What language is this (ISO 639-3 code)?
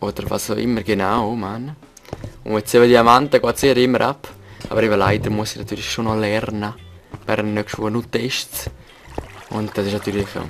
gsw